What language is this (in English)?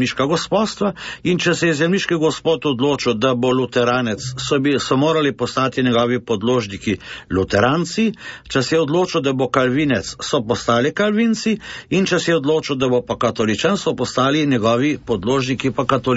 Slovenian